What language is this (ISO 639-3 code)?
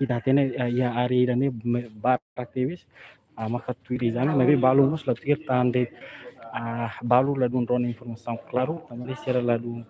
tet